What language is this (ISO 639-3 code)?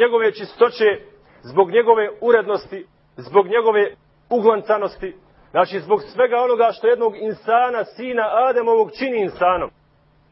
bos